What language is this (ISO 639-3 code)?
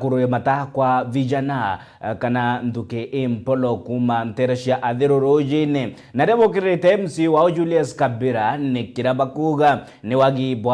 mer